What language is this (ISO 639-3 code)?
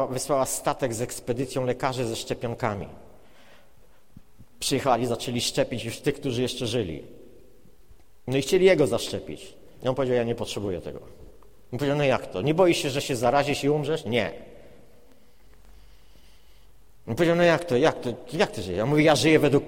pol